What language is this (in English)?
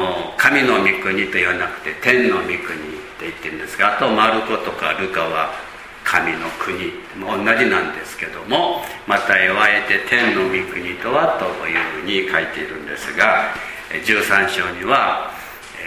Japanese